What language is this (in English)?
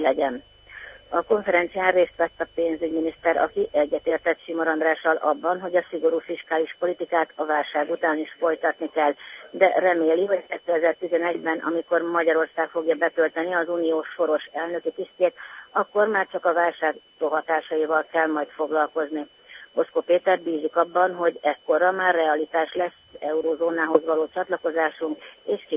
Hungarian